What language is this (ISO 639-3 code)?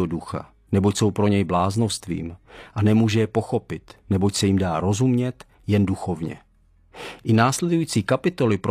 ces